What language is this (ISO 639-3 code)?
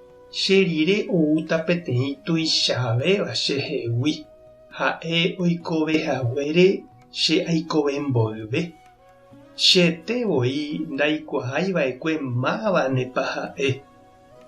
grn